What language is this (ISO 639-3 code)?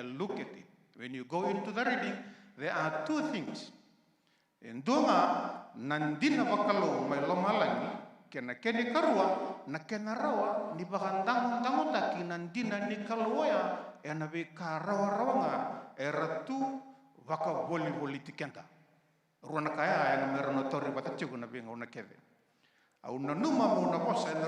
fij